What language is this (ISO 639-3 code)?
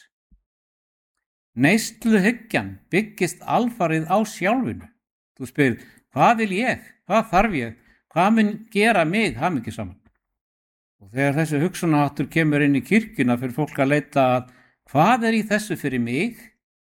isl